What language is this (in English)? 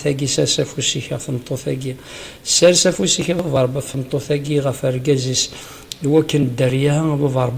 Kabyle